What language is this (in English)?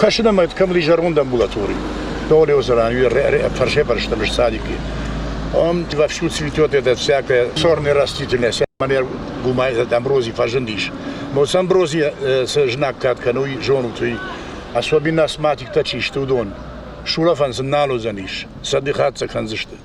Ossetic